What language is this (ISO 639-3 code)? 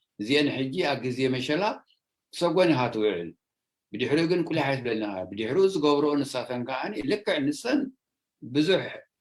tir